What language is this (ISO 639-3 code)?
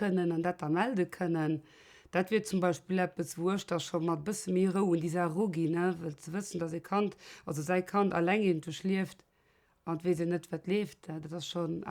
ltz